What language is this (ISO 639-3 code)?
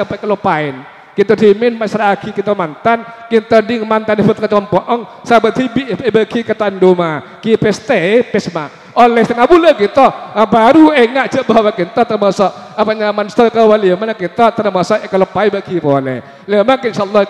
ind